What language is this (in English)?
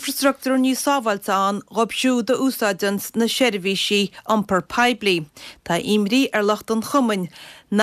Irish